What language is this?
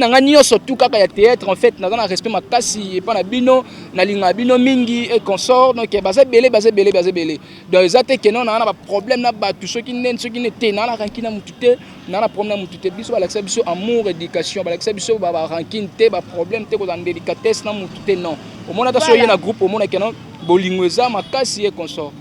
Lingala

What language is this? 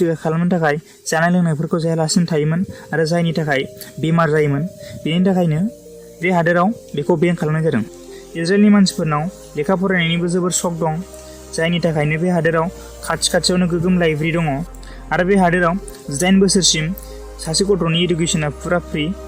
Bodo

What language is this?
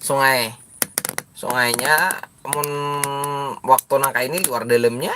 Banjar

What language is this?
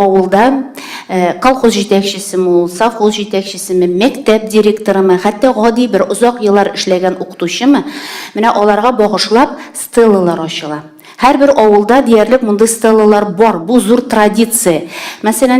Tatar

